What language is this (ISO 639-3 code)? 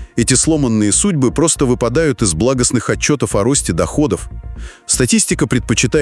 rus